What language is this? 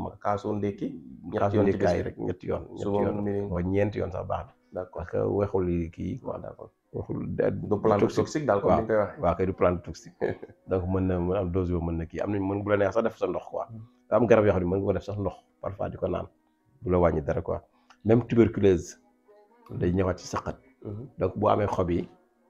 Wolof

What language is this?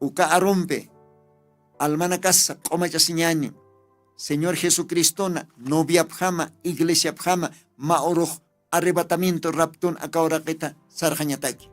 Aymara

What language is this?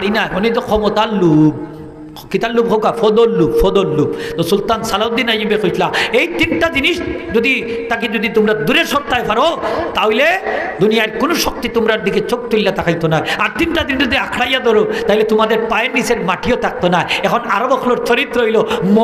Sylheti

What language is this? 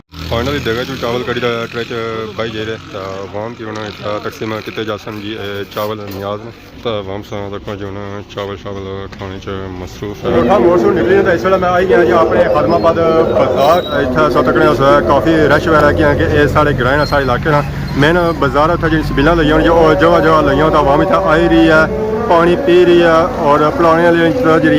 Pahari-Potwari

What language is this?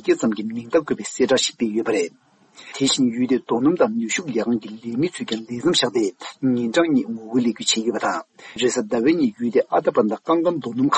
Tibetan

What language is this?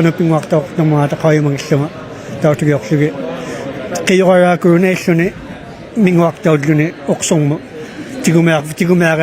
Inuktitut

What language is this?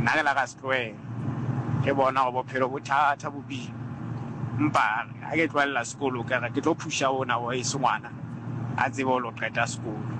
Southern Sotho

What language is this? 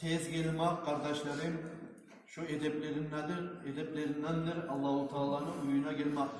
Kumyk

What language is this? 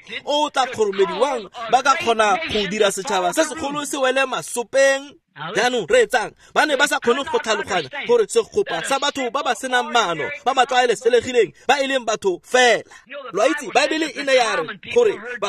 Tswana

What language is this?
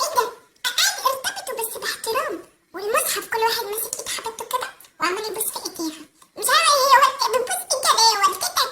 Egyptian Arabic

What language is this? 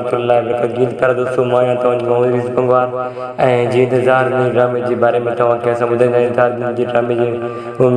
Sindhi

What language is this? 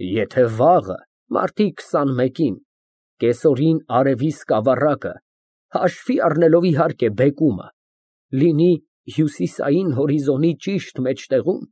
Armenian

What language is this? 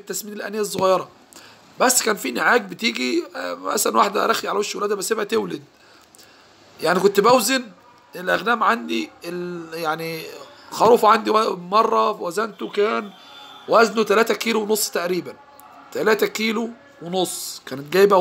Egyptian Arabic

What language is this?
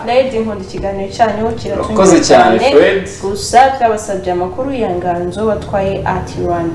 Kinyarwanda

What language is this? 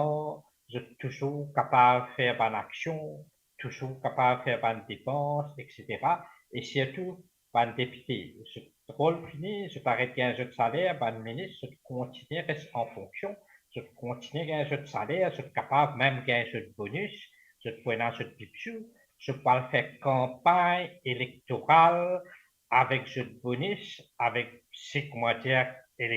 Morisyen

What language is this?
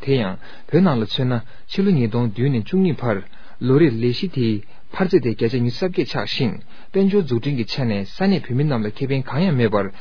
Tibetan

